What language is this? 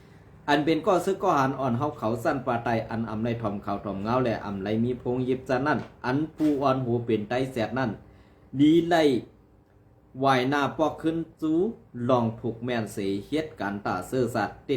Shan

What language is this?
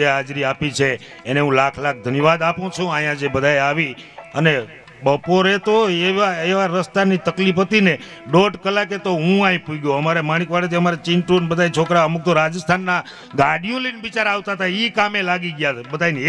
Gujarati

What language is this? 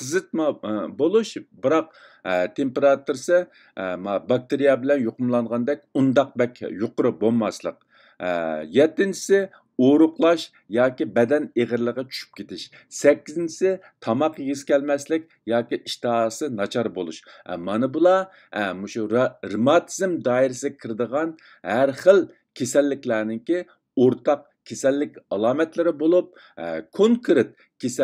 Uyghur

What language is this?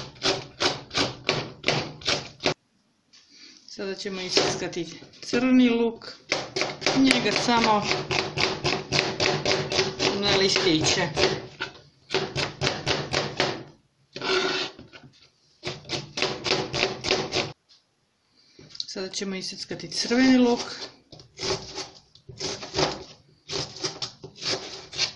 Serbian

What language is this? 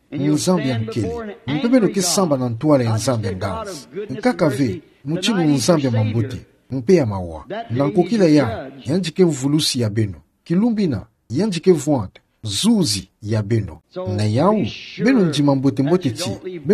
Kituba (Democratic Republic of Congo)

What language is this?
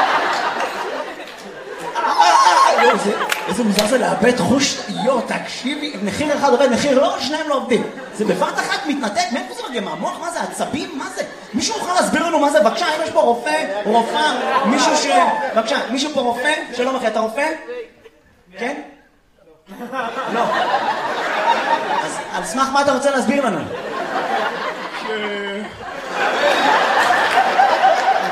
Hebrew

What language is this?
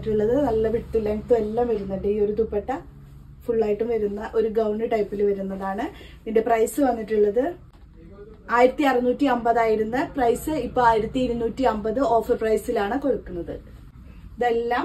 Malayalam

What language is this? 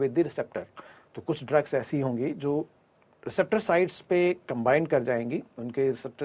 Hindi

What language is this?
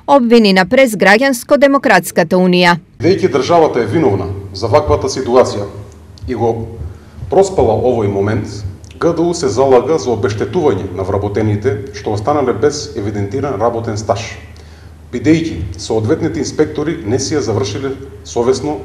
Macedonian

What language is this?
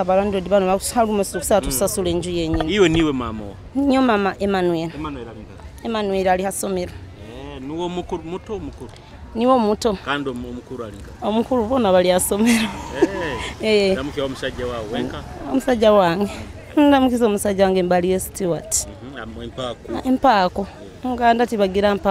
Nyoro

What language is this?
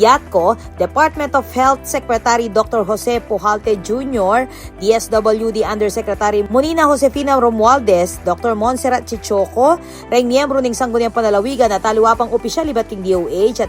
Pampanga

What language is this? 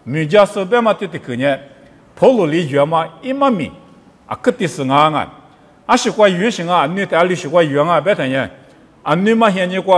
Lisu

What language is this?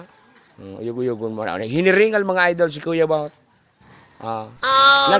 Bikol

